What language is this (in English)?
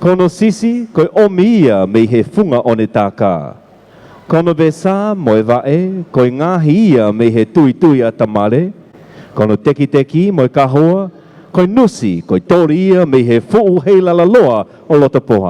Tongan